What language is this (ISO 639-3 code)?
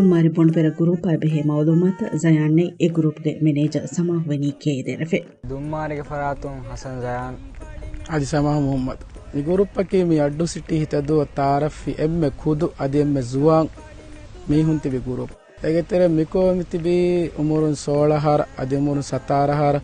div